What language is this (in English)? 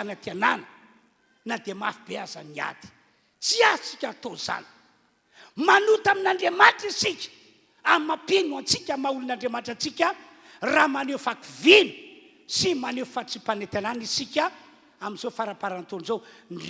Malagasy